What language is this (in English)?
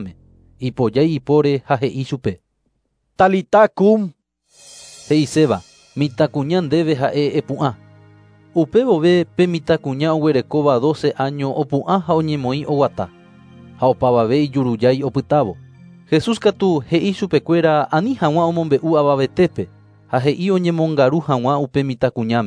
Guarani